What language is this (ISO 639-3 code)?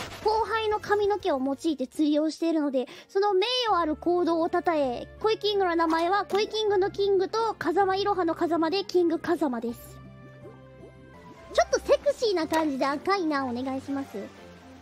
jpn